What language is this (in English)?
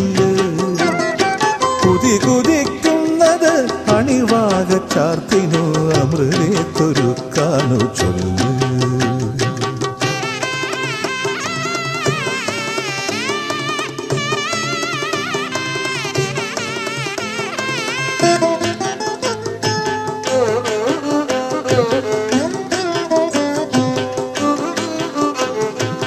Malayalam